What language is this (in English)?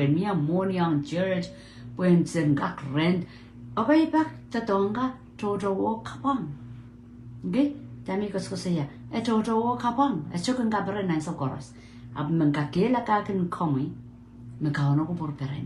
Pohnpeian